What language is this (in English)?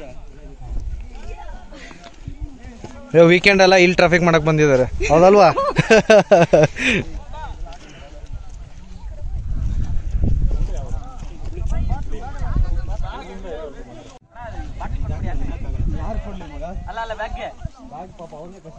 Kannada